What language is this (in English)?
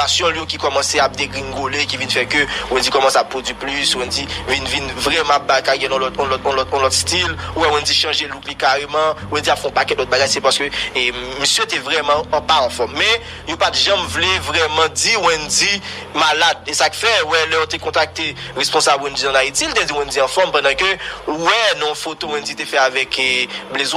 Haitian Creole